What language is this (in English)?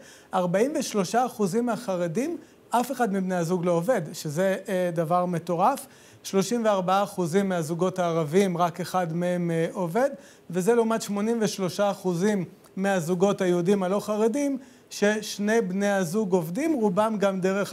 Hebrew